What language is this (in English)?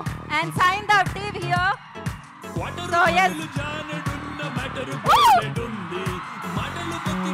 Telugu